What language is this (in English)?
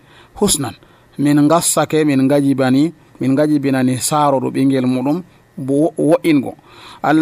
Nigerian Fulfulde